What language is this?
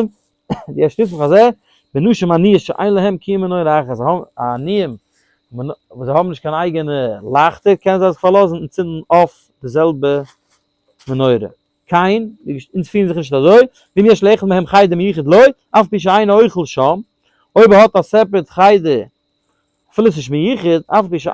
Yiddish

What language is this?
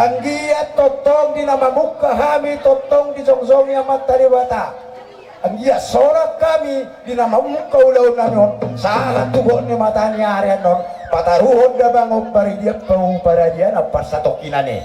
Batak Toba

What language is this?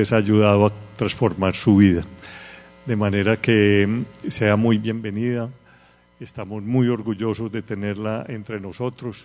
Spanish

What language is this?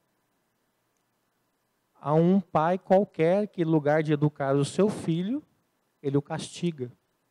Portuguese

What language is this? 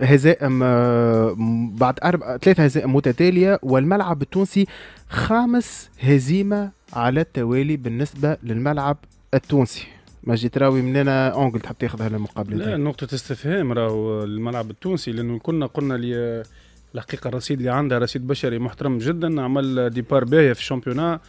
Tunisian Arabic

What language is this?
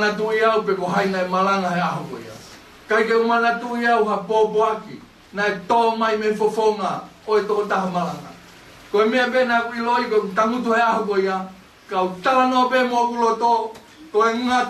Tongan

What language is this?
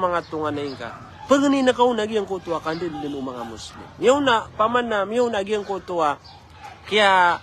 Maranao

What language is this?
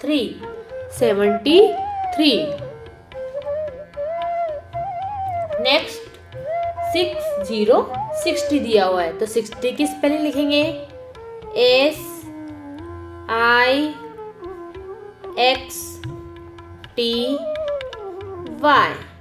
Hindi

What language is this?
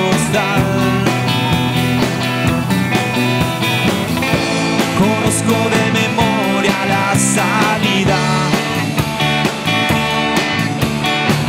Spanish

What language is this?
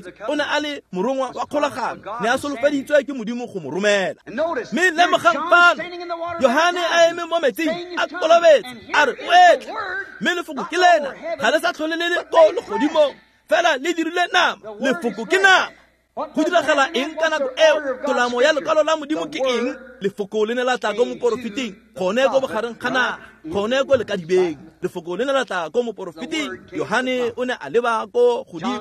Tswana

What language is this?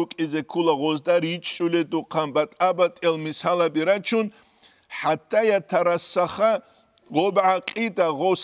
Avaric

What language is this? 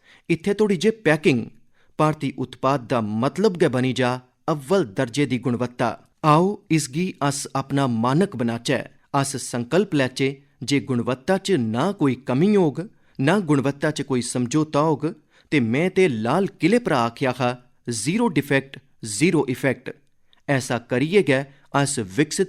Dogri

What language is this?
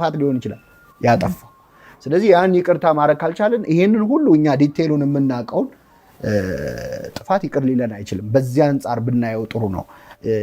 Amharic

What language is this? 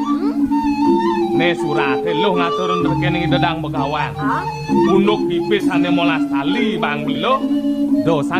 Balinese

